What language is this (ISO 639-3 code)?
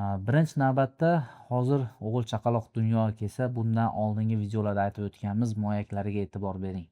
uzb